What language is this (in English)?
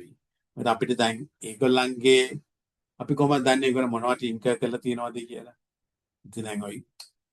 Sinhala